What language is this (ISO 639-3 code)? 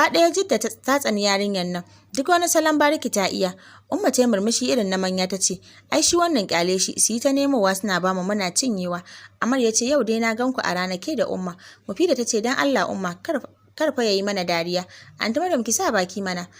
hau